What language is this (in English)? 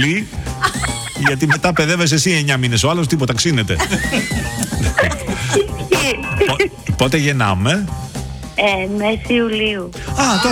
Greek